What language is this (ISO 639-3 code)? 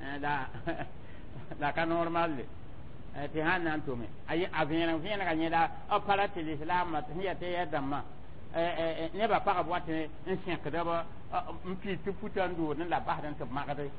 mos